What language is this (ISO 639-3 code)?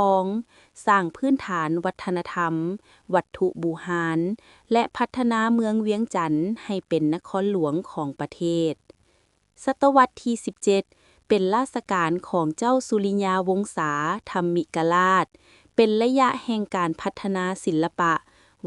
lao